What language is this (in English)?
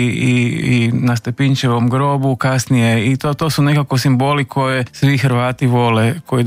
Croatian